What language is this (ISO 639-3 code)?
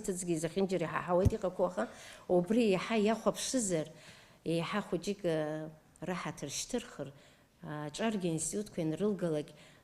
abk